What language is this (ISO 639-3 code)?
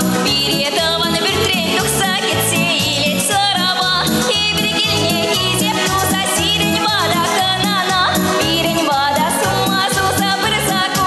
chv